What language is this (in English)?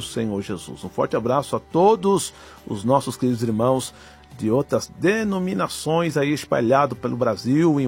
Portuguese